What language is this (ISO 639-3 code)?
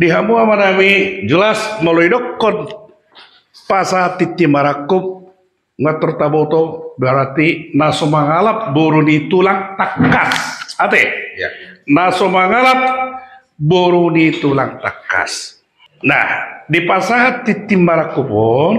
bbc